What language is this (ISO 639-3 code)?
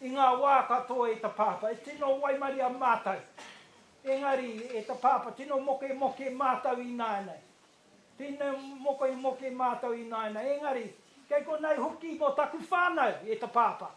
mri